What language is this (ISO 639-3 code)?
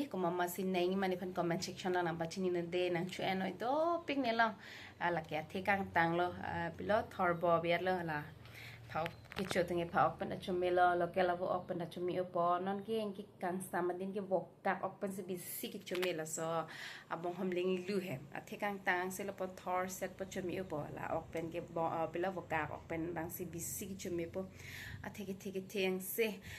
mjw